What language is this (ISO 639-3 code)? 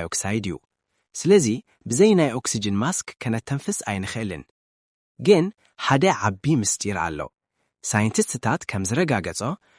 tir